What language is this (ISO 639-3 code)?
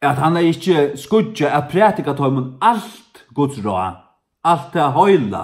fao